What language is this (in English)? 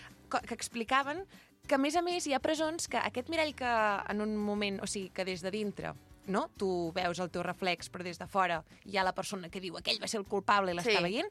Catalan